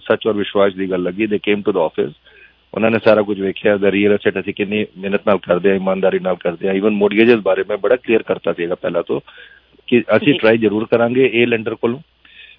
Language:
Punjabi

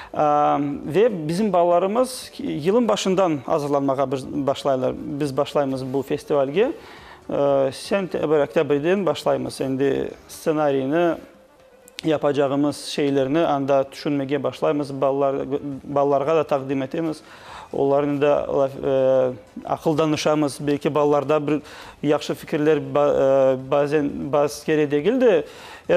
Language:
Crimean Tatar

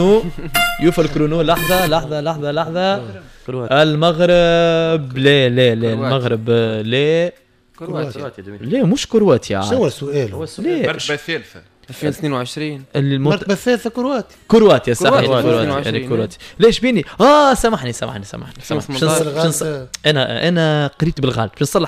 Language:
Tunisian Arabic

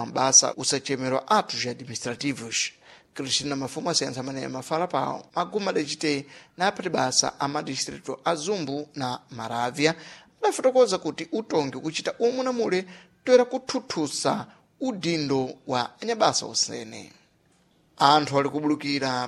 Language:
Sena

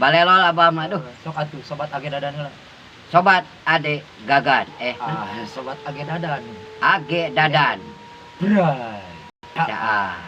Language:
Sundanese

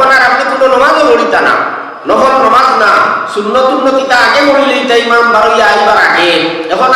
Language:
Sylheti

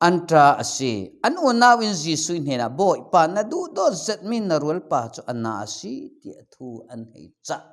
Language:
Falam Chin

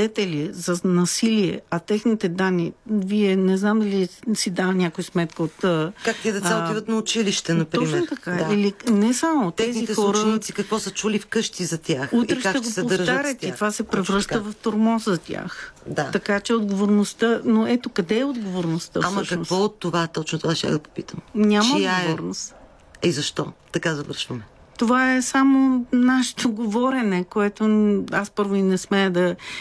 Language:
Bulgarian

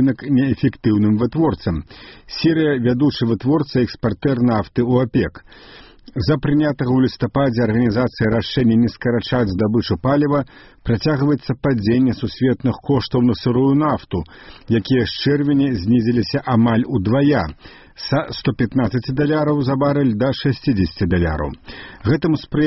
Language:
Belarusian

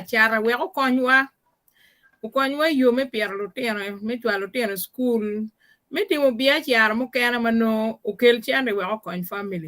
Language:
Acoli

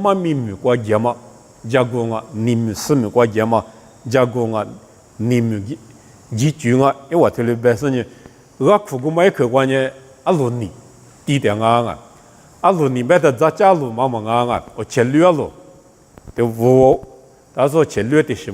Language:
Lisu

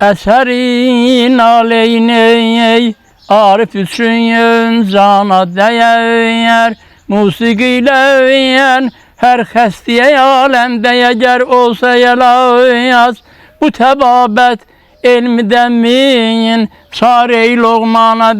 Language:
Azerbaijani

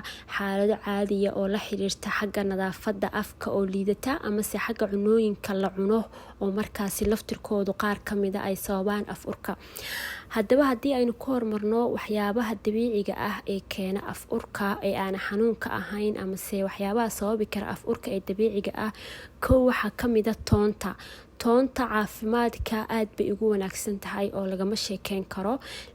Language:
Somali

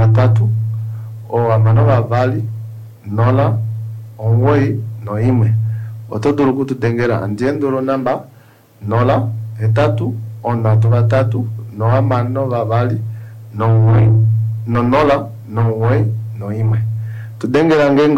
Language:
Kuanyama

